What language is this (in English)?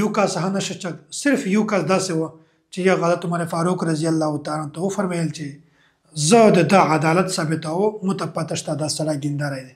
Pashto